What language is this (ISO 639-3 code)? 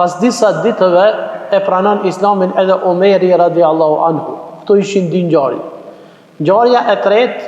sqi